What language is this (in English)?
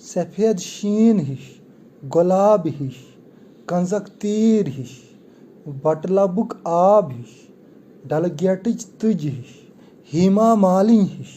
Kashmiri